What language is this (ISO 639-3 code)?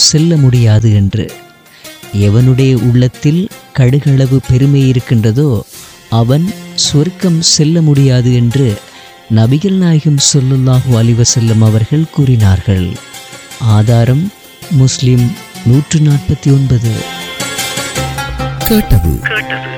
tam